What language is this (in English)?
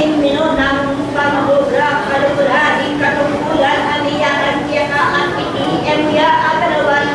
Pampanga